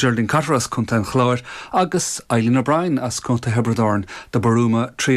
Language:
Irish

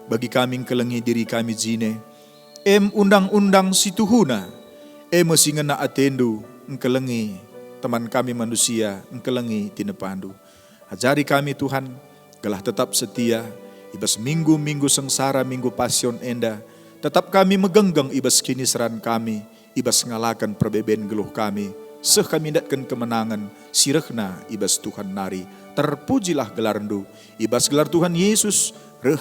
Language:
Batak Karo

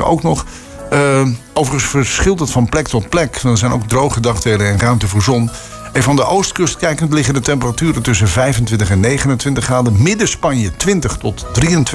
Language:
Dutch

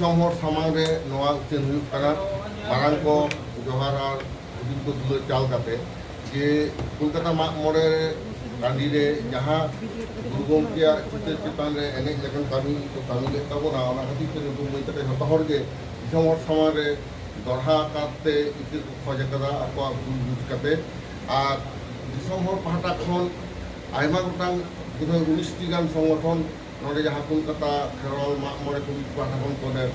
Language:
Santali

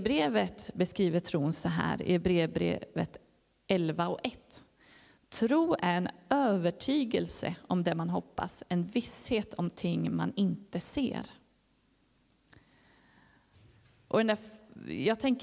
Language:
Swedish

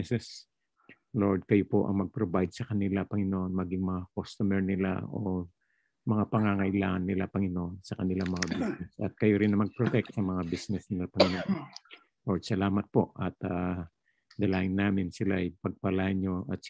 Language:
Filipino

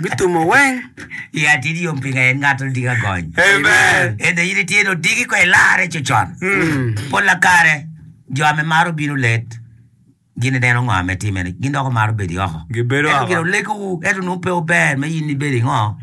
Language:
Acoli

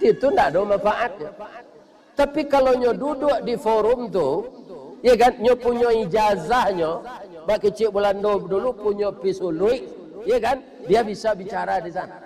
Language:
Minangkabau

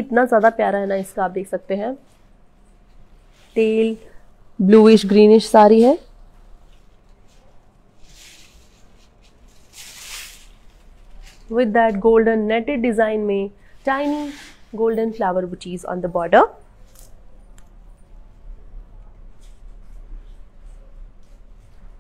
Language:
Hindi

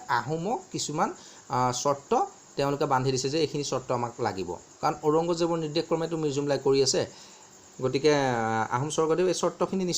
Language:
Assamese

